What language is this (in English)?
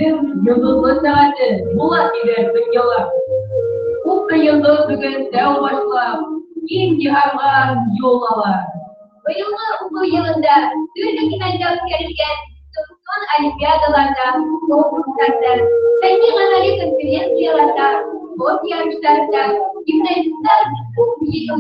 Bashkir